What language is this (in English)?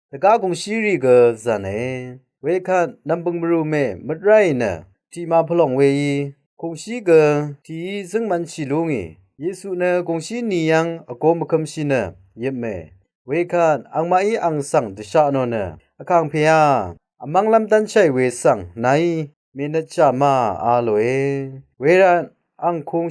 Rawang